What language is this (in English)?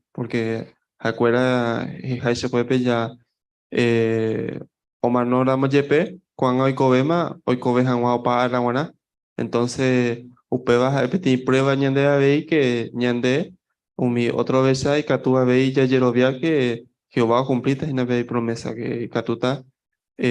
Guarani